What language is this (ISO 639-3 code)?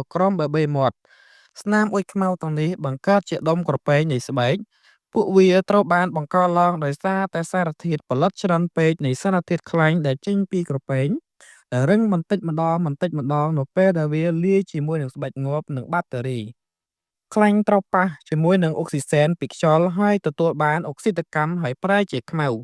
khm